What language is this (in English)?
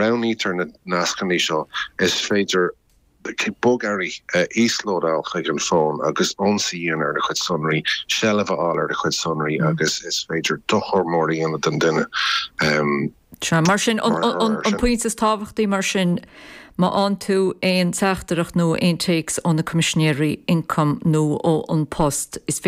Irish